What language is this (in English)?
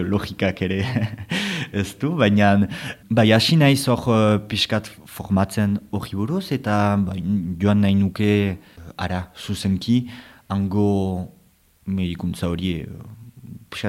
Basque